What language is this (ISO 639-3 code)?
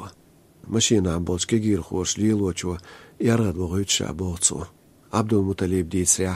che